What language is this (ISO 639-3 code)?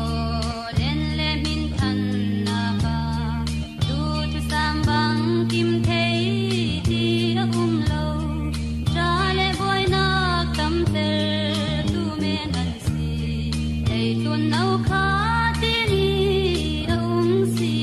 cfm